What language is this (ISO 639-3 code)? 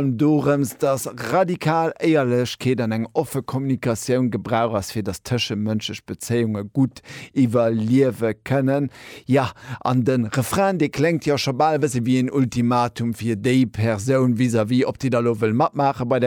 ltz